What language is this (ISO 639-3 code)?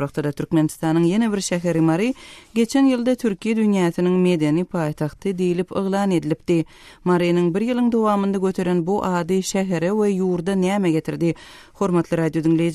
tuk